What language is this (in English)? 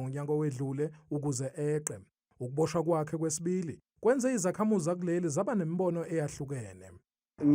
Zulu